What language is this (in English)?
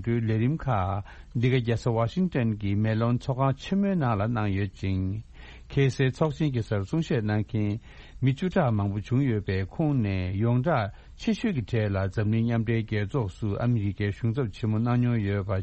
Tibetan